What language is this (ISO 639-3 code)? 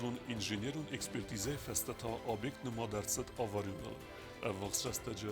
oss